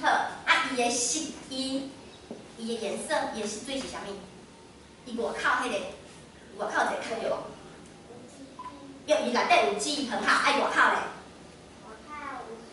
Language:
Min Nan Chinese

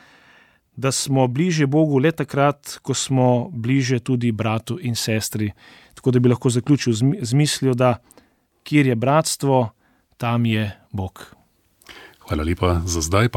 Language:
Slovenian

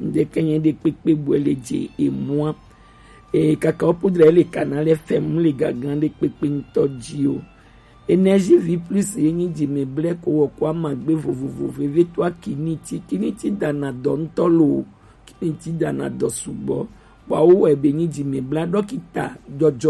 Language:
Gen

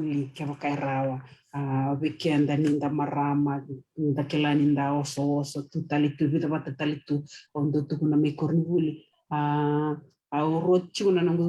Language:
Fijian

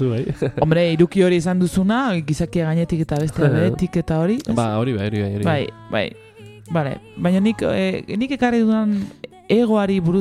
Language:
Basque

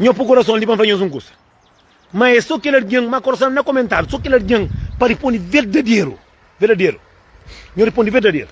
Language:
Kabuverdianu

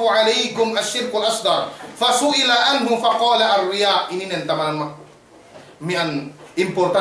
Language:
Yakan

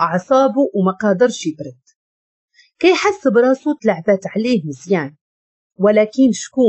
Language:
Moroccan Arabic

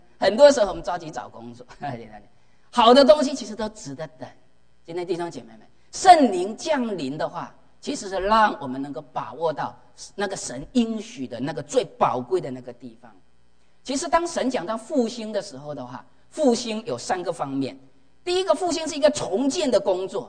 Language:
Chinese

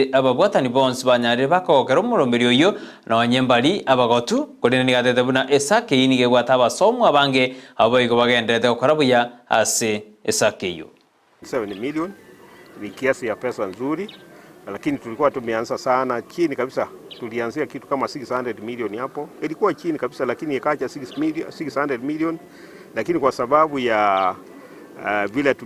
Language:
Gusii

